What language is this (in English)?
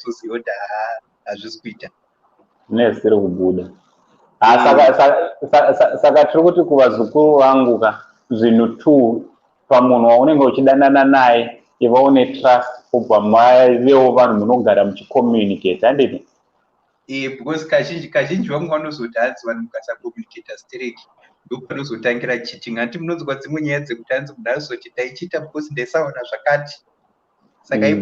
Shona